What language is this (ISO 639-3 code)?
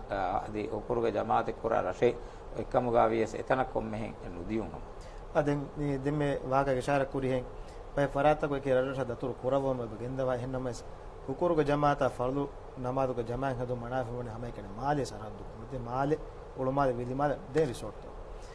div